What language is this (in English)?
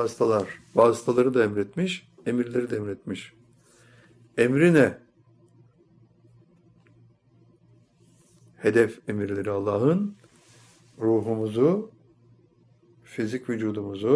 Turkish